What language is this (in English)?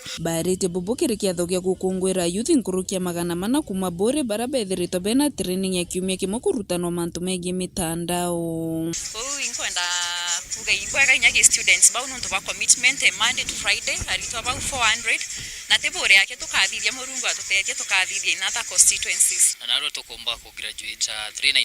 Meru